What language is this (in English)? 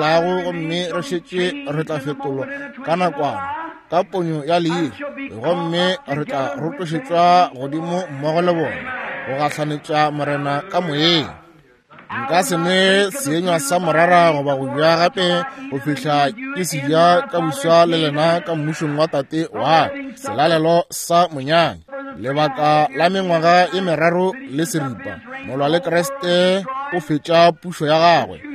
Northern Sotho